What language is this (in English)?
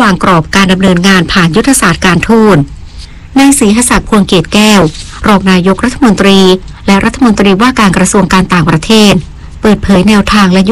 Thai